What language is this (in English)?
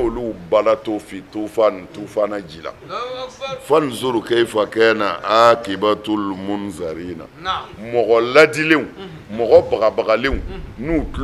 Bambara